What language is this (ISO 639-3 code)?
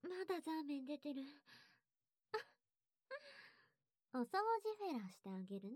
jpn